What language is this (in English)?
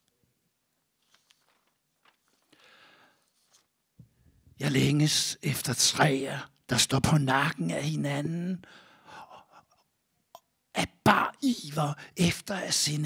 Danish